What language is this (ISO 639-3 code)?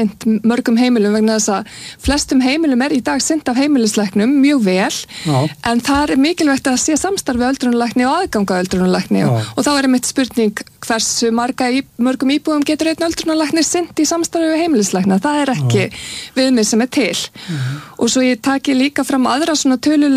isl